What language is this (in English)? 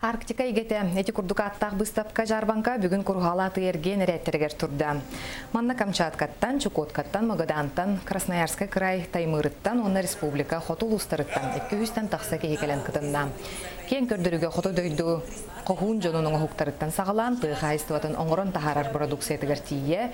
Yakut